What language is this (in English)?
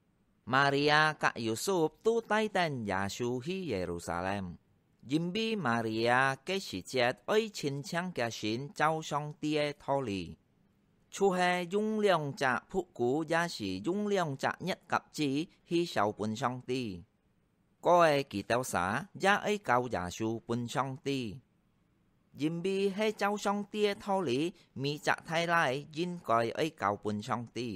Hakka Chinese